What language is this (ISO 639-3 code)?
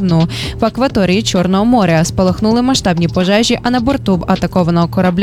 ukr